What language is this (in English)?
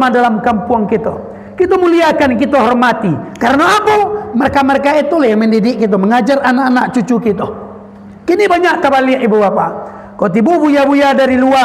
Minangkabau